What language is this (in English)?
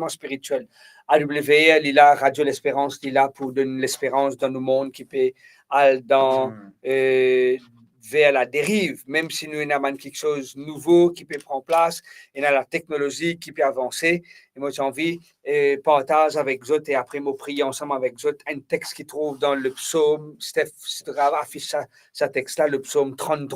Morisyen